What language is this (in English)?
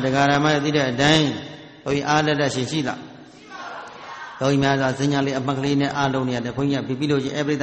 Burmese